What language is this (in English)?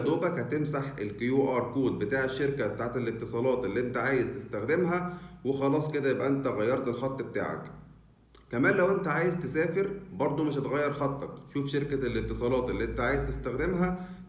Egyptian Arabic